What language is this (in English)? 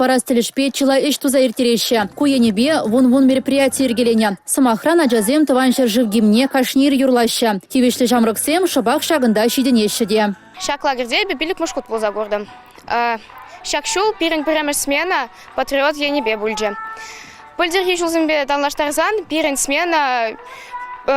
Chuvash